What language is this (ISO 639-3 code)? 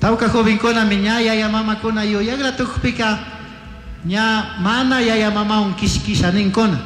qug